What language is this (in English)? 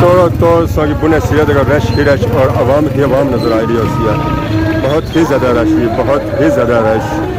Pahari-Potwari